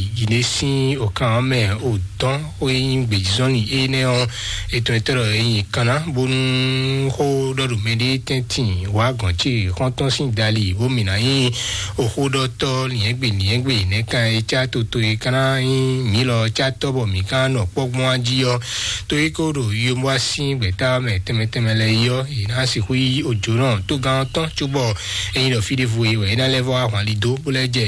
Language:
Fon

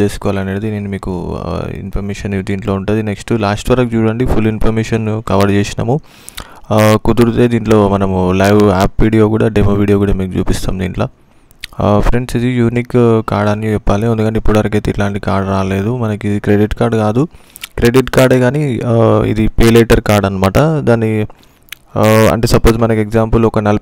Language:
Telugu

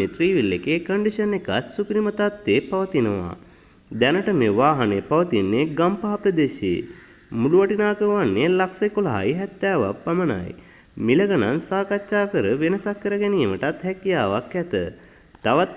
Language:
Sinhala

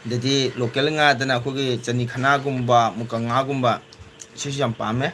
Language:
Manipuri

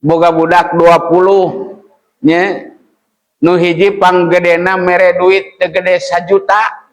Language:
Sundanese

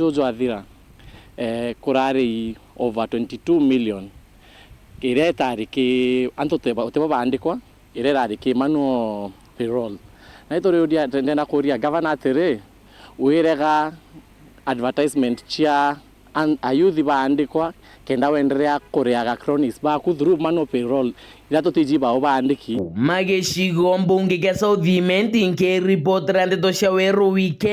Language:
Meru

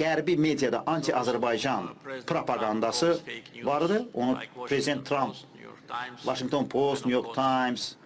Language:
Azerbaijani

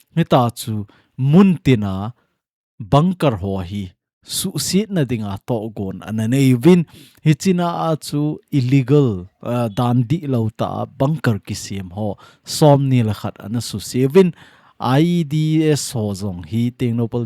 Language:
Thado Chin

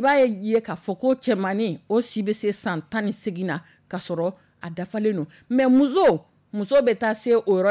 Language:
Dyula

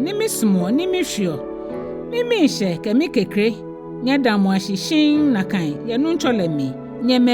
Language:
Ga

